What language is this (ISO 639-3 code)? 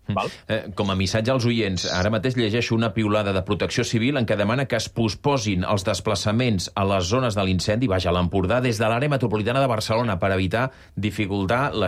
cat